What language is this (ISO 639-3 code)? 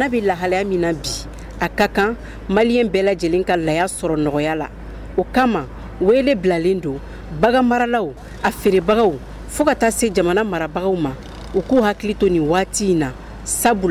bam